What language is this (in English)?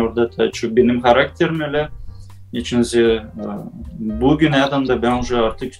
Gagauz